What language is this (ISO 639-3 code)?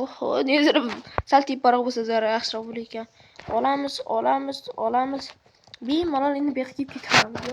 uzb